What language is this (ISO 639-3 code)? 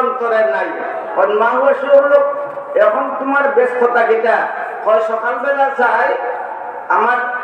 syl